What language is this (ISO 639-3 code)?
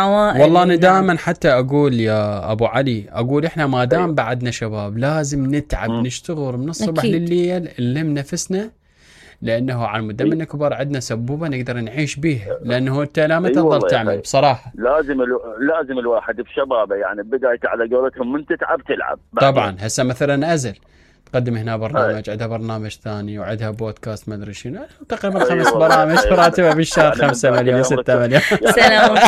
acm